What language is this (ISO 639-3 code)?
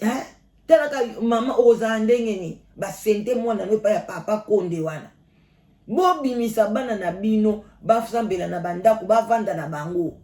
lin